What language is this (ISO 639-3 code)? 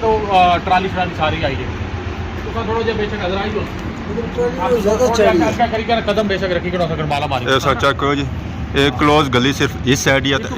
phr